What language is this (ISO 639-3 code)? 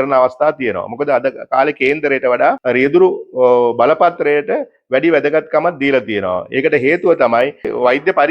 sin